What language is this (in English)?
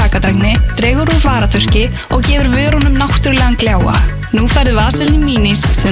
Icelandic